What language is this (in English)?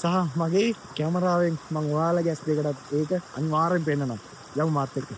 Sinhala